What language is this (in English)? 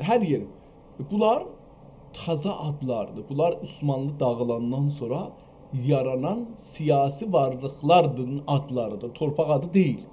South Azerbaijani